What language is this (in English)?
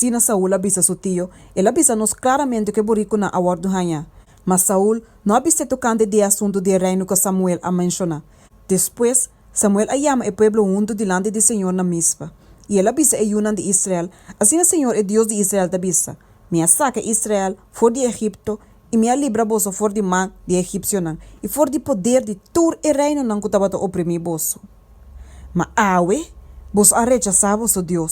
Papiamento